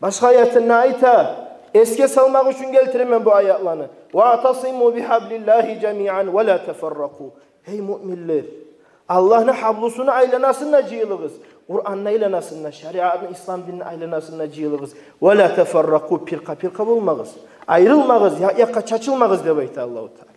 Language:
Kumyk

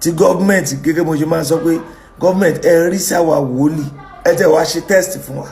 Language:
Yoruba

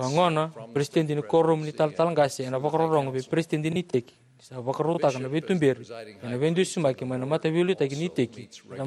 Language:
Fijian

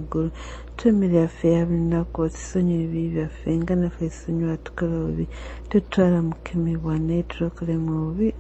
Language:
Ganda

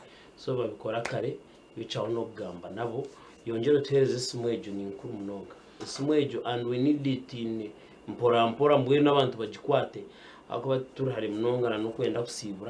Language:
Nyankole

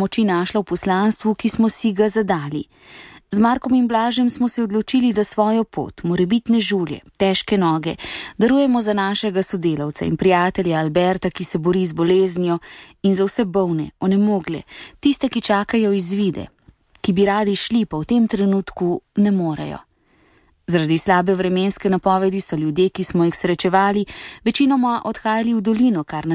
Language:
Slovenian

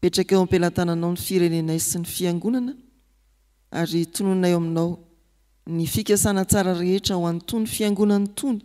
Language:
Malagasy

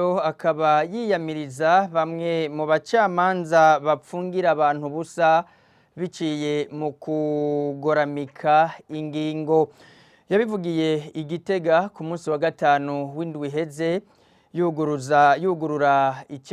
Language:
Rundi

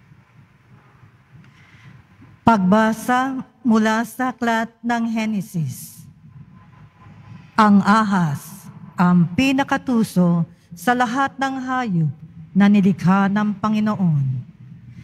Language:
Filipino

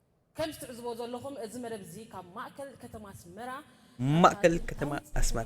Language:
Tigrinya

